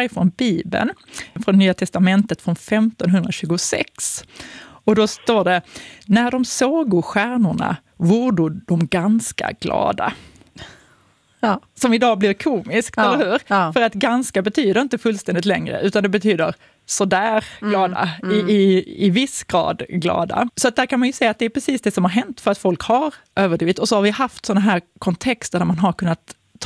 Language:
Swedish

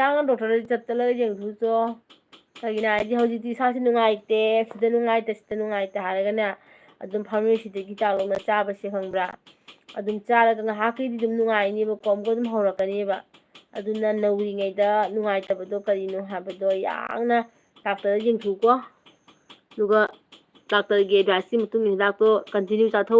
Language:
Manipuri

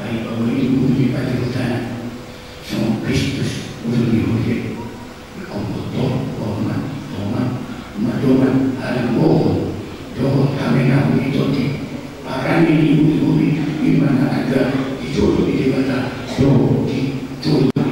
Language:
Batak Toba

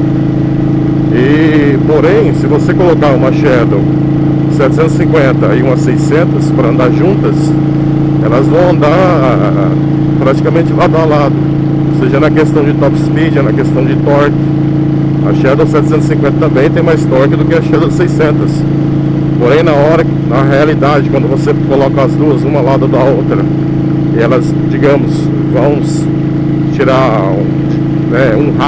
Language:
Portuguese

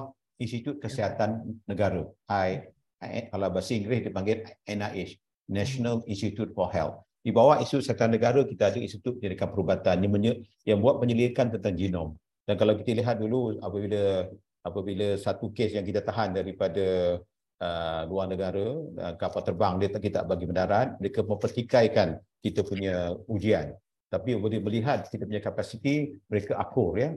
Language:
Malay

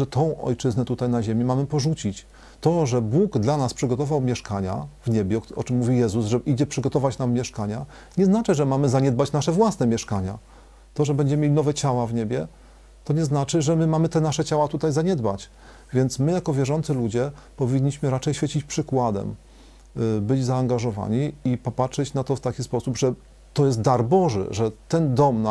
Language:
Polish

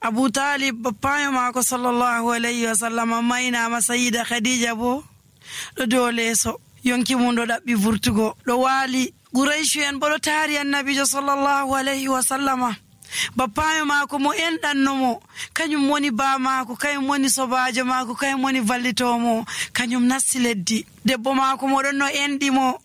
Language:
Nigerian Fulfulde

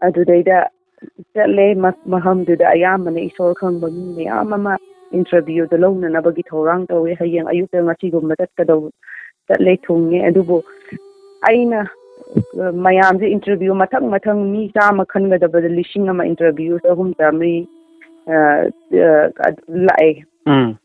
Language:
Manipuri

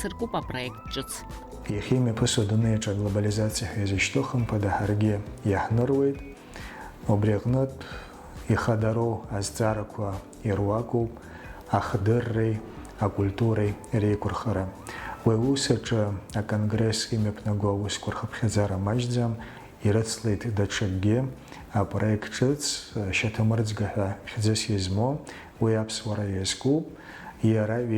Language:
Abkhazian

